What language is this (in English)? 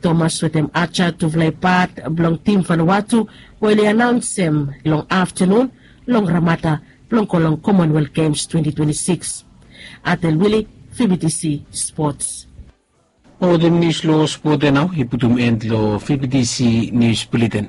Bislama